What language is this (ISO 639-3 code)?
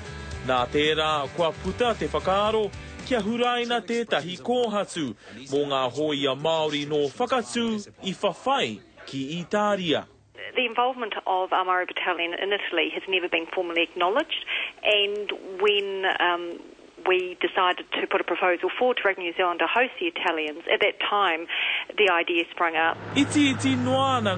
mri